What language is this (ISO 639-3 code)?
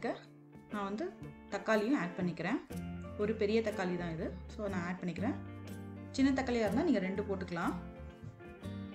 tam